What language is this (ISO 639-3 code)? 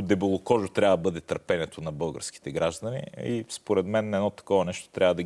bul